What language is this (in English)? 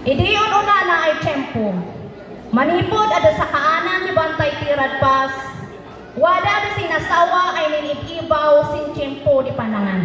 Iloko